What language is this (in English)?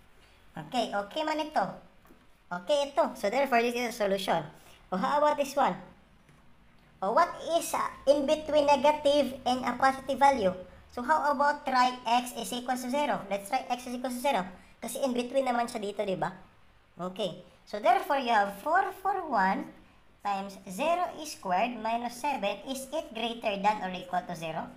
Filipino